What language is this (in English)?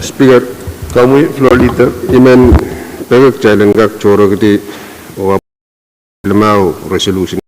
Pohnpeian